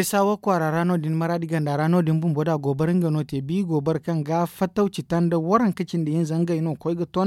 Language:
Zarma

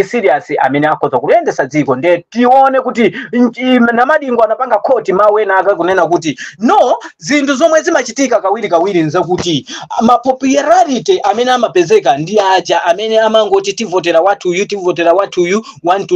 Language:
Nyanja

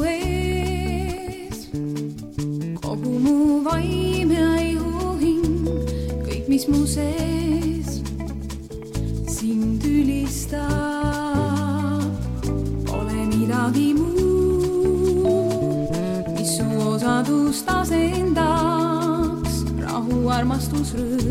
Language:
Estonian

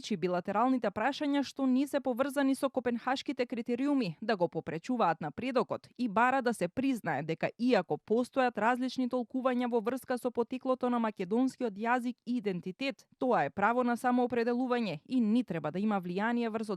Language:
Macedonian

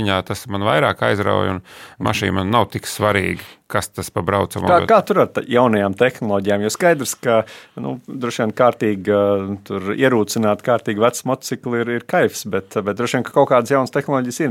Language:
Latvian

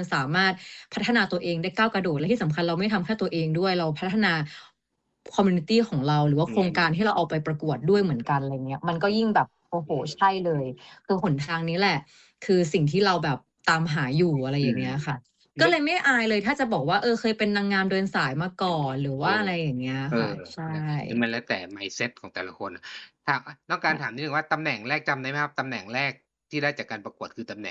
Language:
Thai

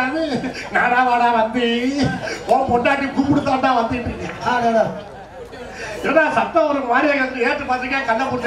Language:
Tamil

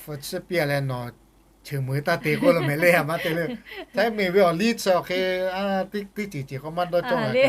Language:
Lahu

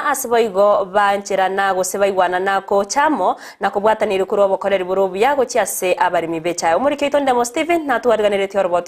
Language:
Gusii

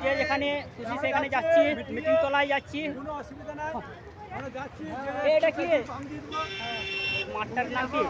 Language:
Santali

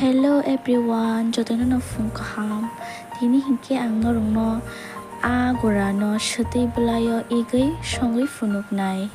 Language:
Kok Borok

